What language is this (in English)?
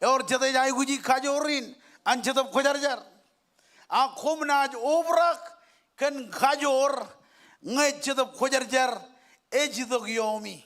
Marshallese